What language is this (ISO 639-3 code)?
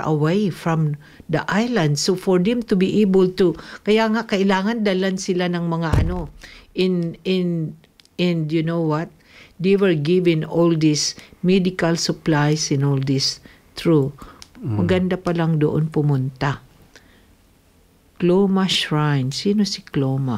fil